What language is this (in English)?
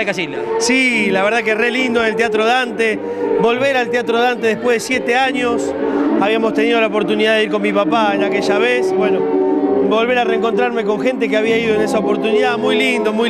Spanish